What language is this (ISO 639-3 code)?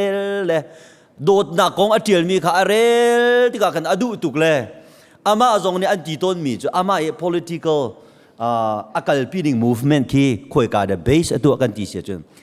cnh